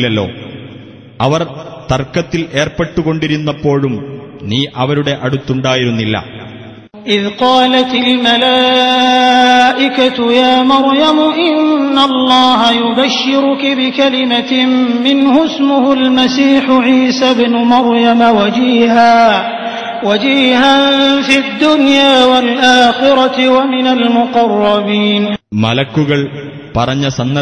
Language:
Malayalam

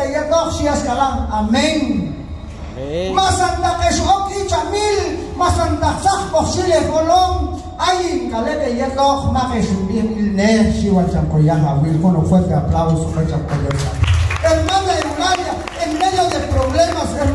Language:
Q'anjob'al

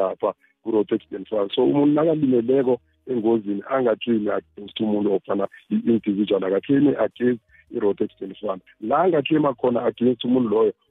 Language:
South Ndebele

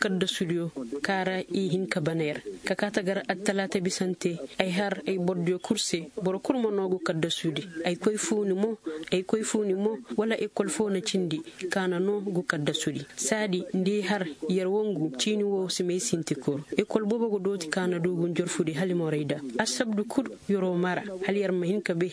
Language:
Koyraboro Senni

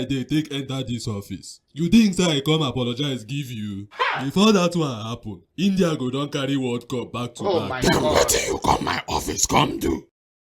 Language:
Nigerian Pidgin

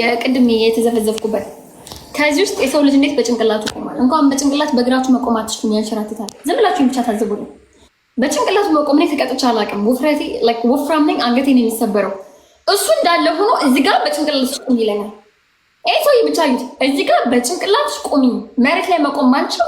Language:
Amharic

